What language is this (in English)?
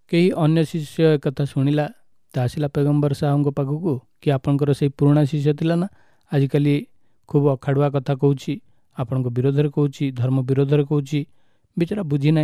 Odia